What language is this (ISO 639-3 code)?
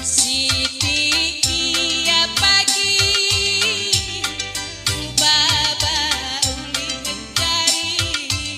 btx